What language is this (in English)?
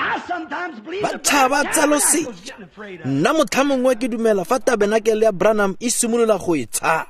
Tswana